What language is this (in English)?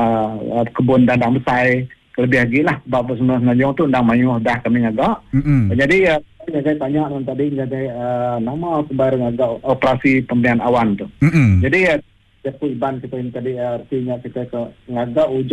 Malay